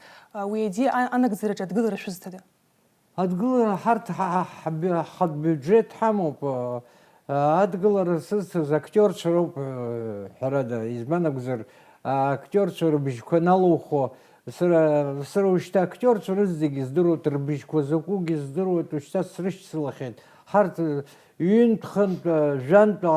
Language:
Abkhazian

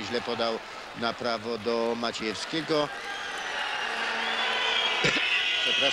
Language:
Polish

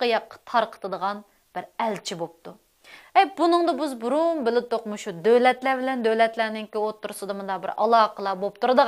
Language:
Uyghur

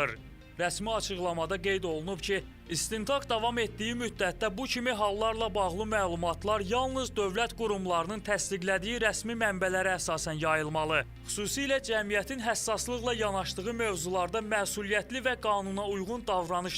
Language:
Azerbaijani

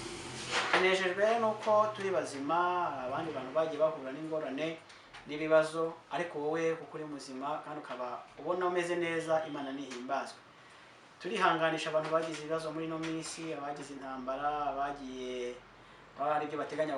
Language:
Kinyarwanda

